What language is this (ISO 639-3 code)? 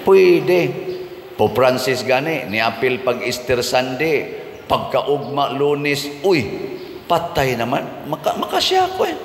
ceb